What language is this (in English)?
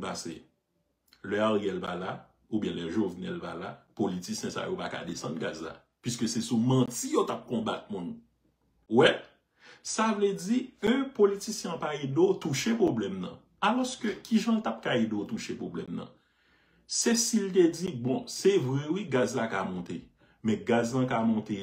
Haitian Creole